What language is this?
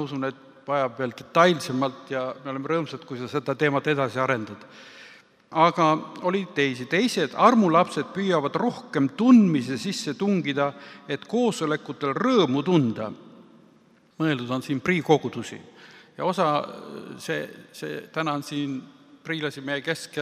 Estonian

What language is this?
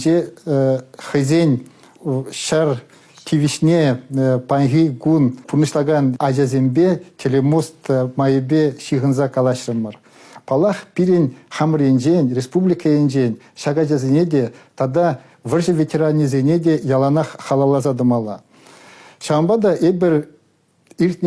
Chuvash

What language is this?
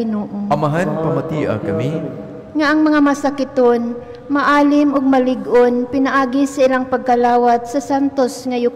Cebuano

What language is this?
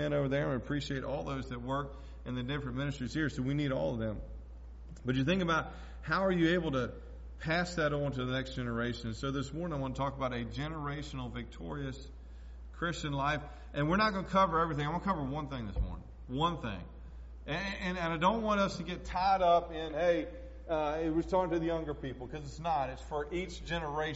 English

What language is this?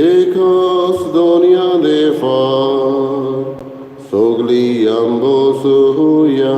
Konkani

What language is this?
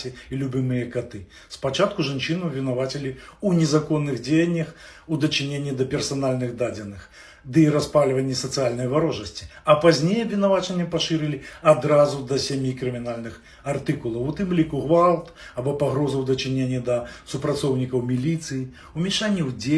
Belarusian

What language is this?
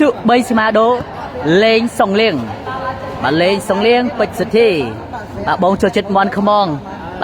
Khmer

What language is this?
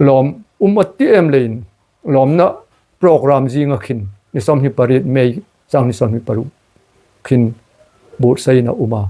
Hmar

